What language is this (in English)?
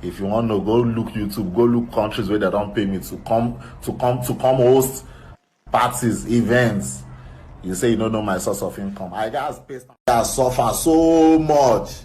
Nigerian Pidgin